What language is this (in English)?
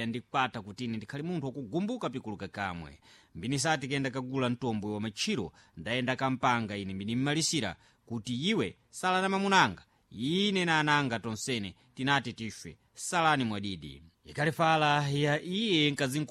Sena